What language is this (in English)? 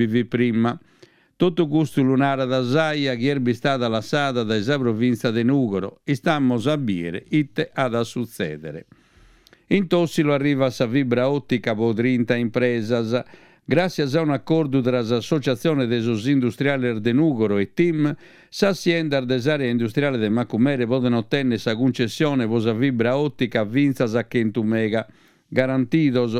Sardinian